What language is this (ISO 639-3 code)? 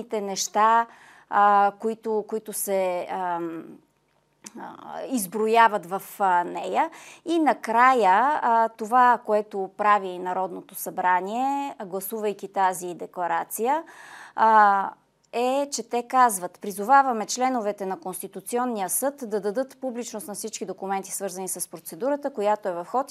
bul